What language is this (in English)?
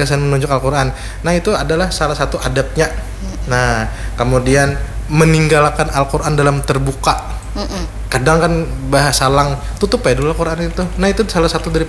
Banjar